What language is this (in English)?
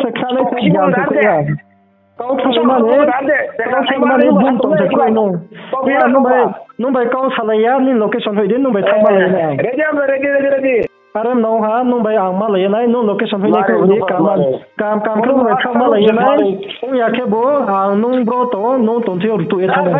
Riang (India)